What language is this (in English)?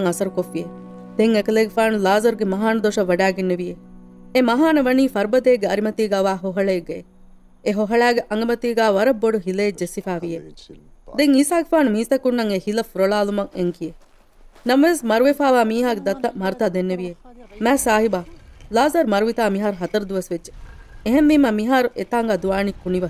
Divehi